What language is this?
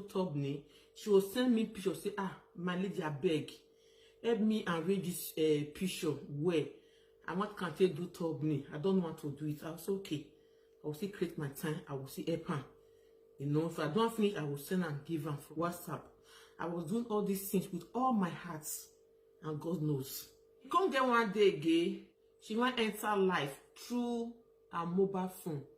Nigerian Pidgin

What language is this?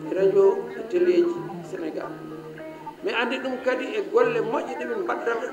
Fula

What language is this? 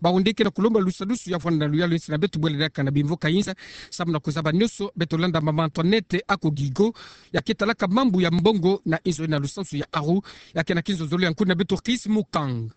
Kituba (Democratic Republic of Congo)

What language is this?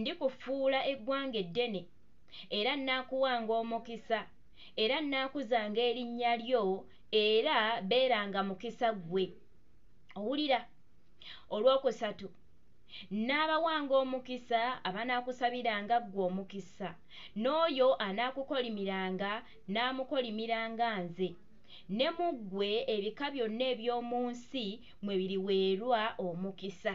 Ganda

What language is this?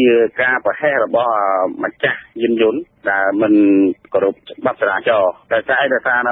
Khmer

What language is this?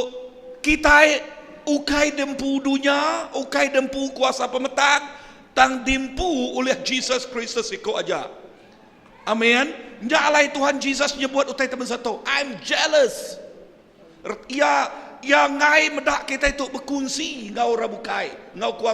Iban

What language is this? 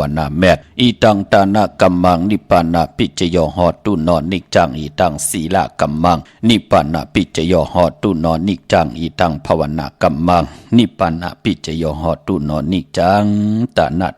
Shan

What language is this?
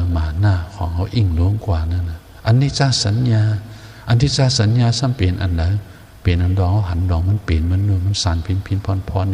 Shan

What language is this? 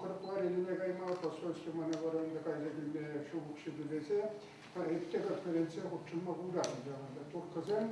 Chuvash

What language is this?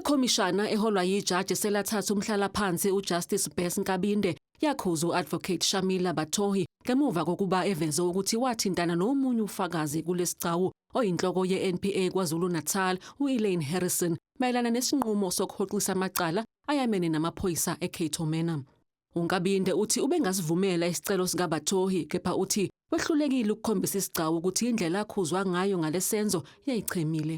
Zulu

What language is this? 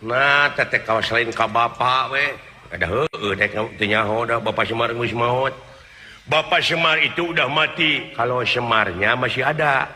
Sundanese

